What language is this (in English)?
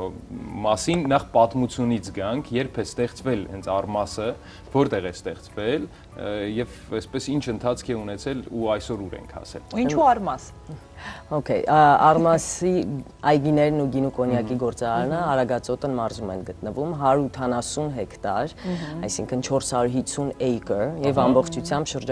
Armenian